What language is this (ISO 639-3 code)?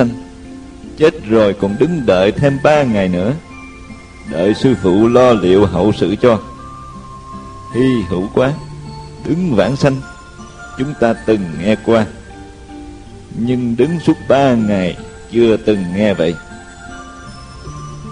vie